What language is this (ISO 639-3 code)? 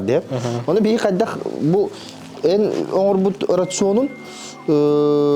sah